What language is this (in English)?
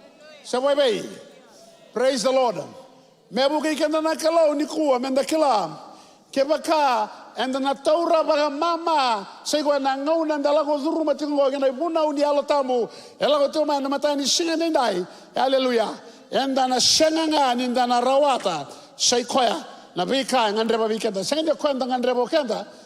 Fijian